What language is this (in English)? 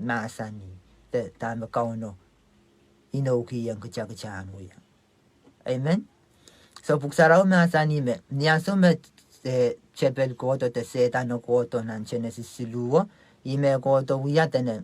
Pohnpeian